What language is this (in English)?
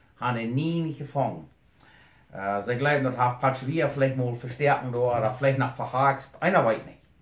Plautdietsch